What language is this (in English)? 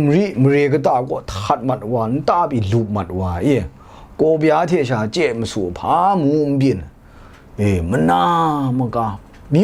Kachin